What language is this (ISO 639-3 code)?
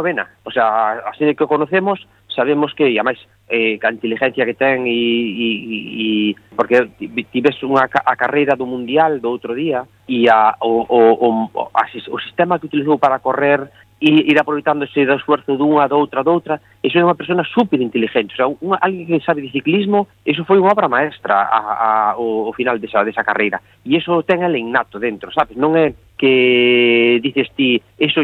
glg